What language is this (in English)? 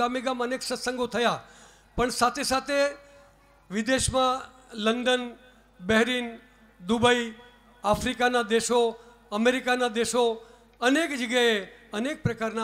Gujarati